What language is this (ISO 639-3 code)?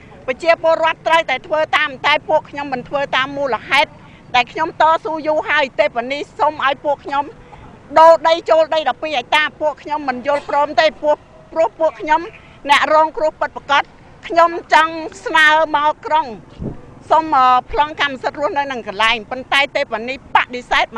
khm